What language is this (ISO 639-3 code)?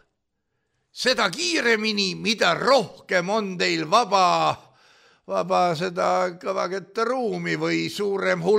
est